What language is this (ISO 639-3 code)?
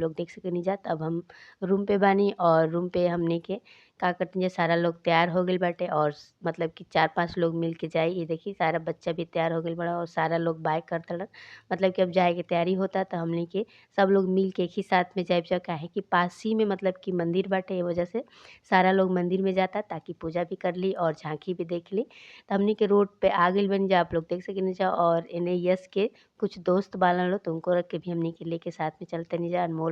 bho